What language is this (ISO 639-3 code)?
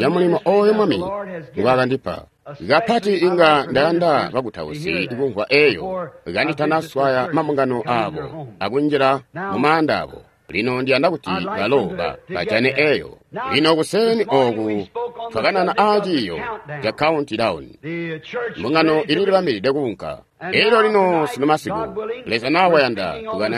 toi